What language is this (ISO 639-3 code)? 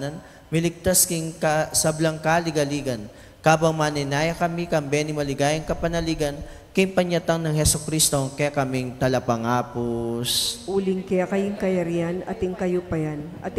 pam